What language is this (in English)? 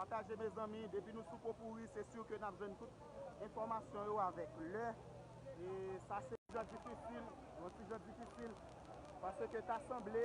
Haitian Creole